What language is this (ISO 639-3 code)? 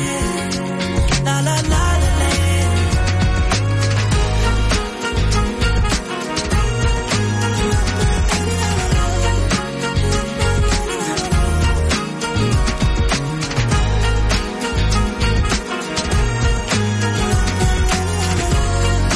nor